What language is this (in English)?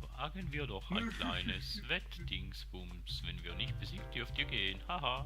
Swiss German